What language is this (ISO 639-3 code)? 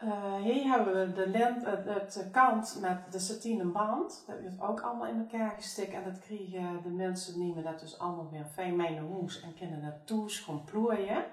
lim